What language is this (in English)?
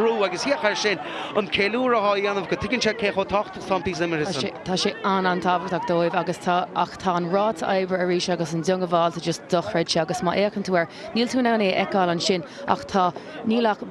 Irish